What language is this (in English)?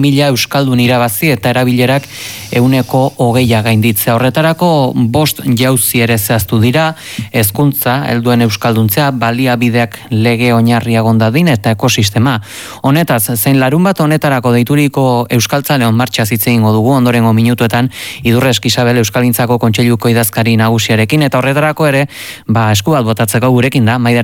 Basque